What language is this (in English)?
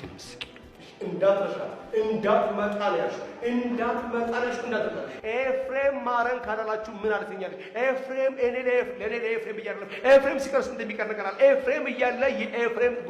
Amharic